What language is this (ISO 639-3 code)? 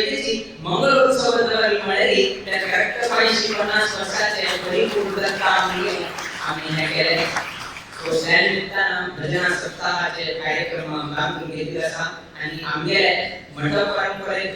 kok